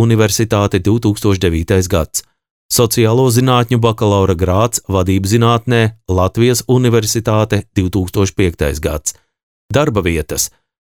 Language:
Latvian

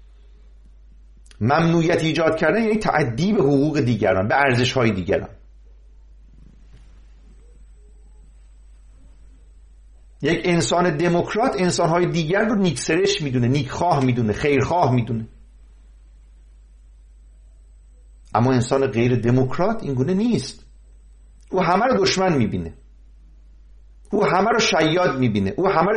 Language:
Persian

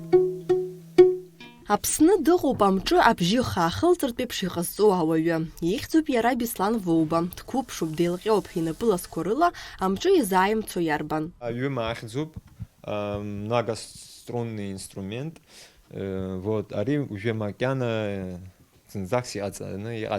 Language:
Abkhazian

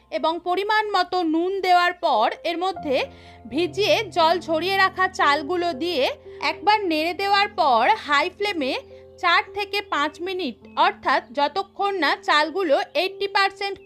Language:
Bangla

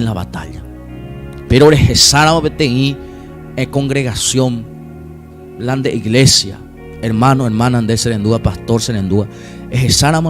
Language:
Guarani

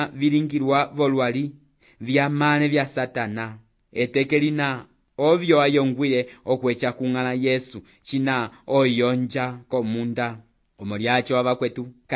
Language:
Umbundu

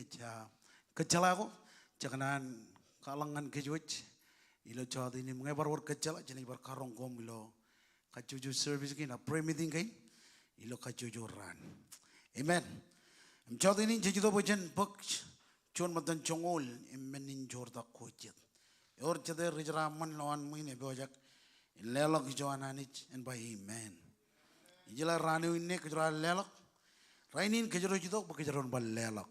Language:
Marshallese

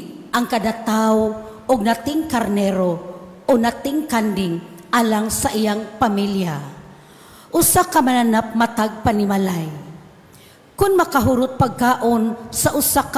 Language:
Cebuano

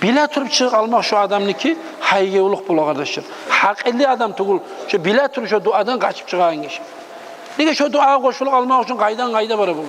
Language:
Kumyk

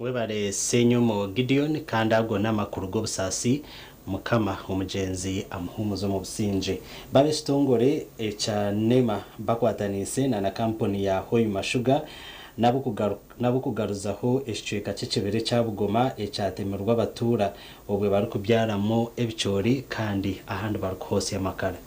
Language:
Nyankole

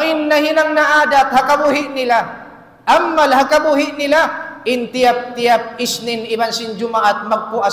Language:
Tausug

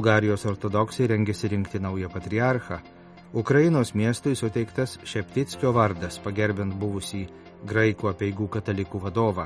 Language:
Lithuanian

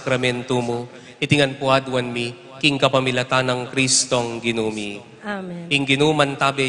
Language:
Pampanga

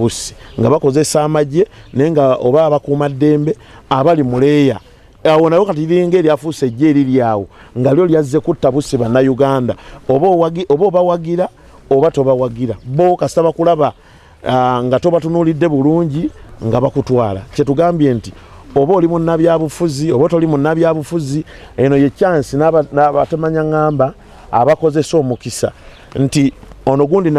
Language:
Ganda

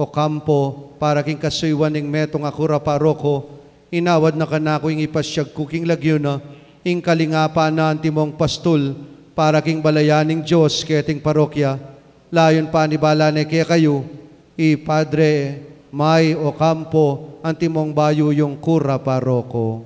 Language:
Pampanga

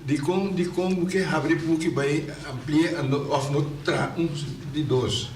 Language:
Papiamento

